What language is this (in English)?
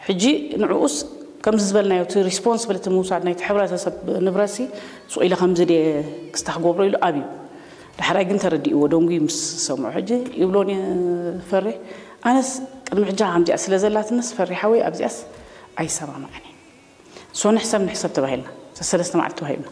Tigrinya